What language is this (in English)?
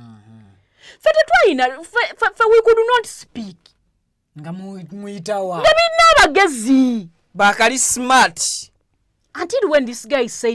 Ganda